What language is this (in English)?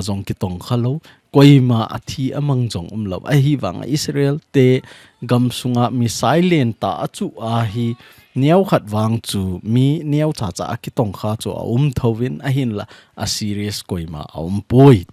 Thado Chin